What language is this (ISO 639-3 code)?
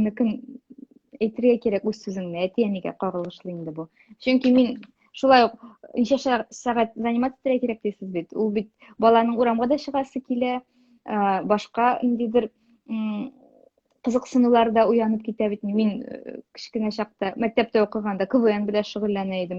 tat